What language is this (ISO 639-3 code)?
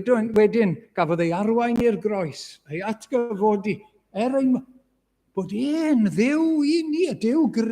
cym